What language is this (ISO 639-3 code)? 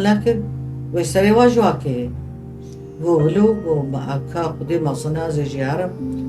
kur